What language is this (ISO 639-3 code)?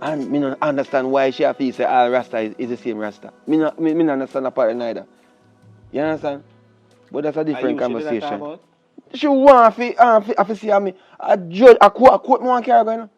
jam